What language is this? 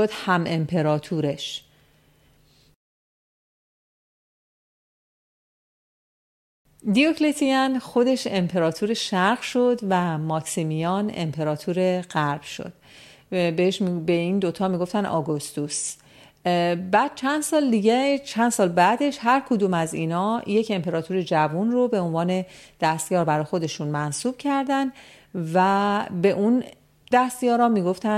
Persian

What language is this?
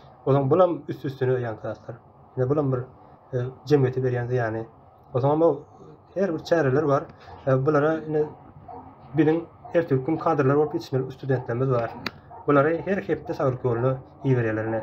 Turkmen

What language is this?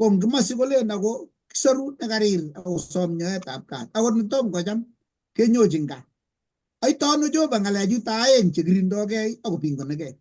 Kalenjin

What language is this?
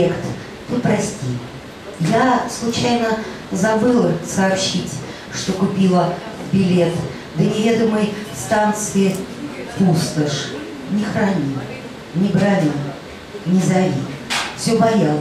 Russian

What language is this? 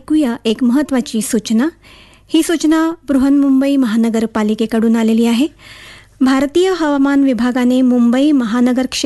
Marathi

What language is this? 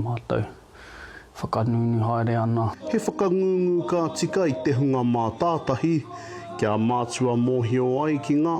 Māori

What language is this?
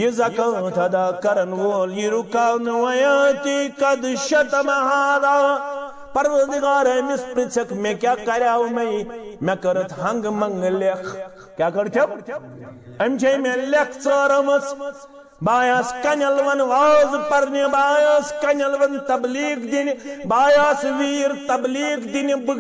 Kashmiri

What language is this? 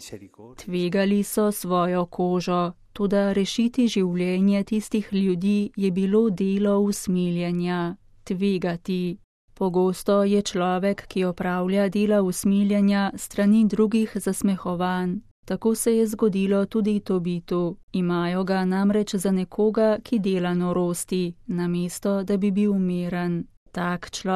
Slovenian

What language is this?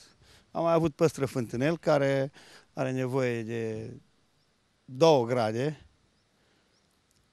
Romanian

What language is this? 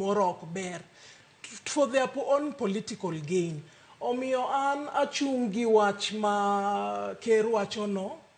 Luo (Kenya and Tanzania)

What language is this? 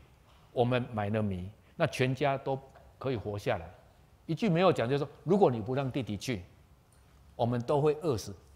Chinese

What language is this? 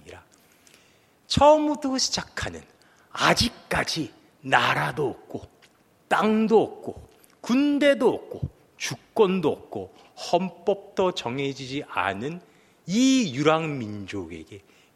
Korean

